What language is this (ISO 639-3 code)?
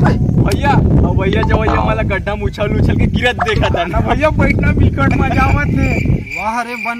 hne